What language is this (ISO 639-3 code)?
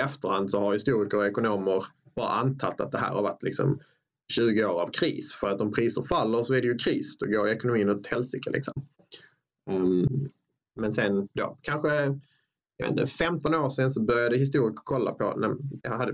swe